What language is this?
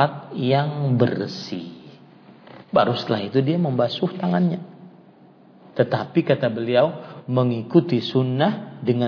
Indonesian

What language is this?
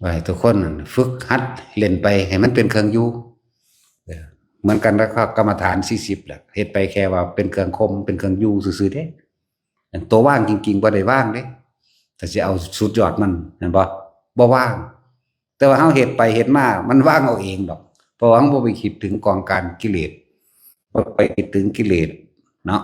Northeastern Thai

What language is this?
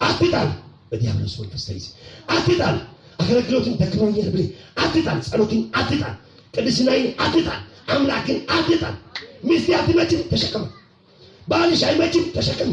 Amharic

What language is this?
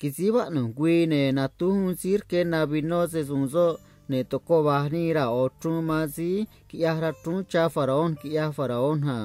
Copala Triqui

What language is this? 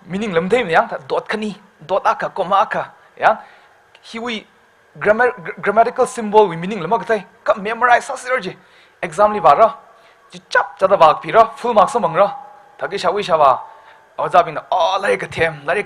Tangkhul Naga (India)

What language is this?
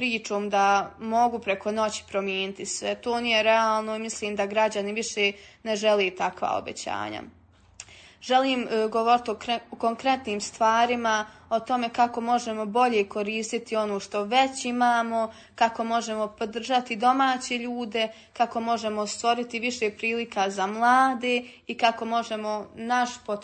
Bosnian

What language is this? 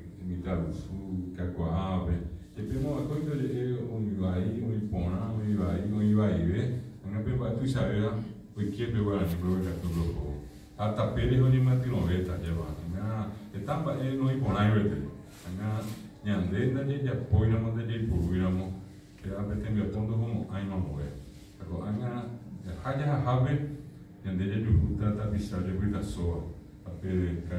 Guarani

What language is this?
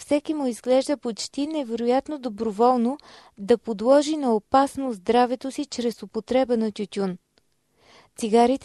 Bulgarian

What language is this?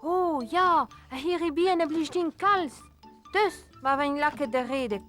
Breton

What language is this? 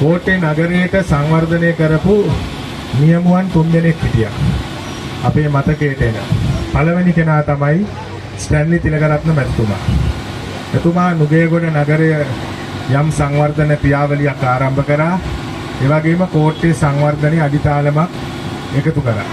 Sinhala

